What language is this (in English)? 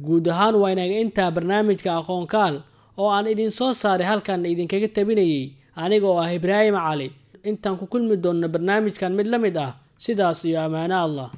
Somali